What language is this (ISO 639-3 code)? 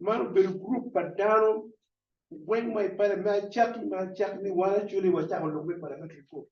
ach